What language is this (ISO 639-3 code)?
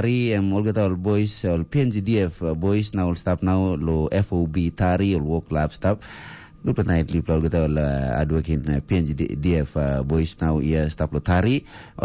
tpi